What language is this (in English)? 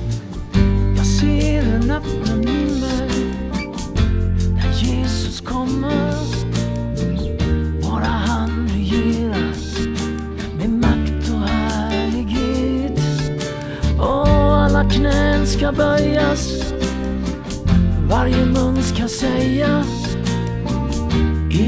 Swedish